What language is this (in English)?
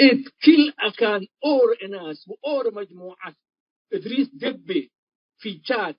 Tigre